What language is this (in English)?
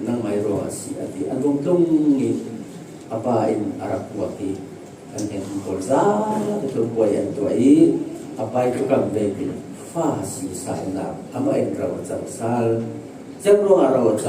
Falam Chin